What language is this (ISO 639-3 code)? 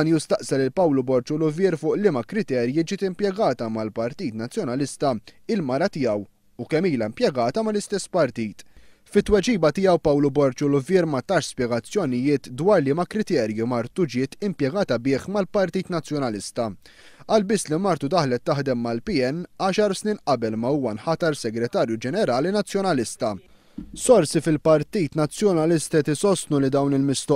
mlt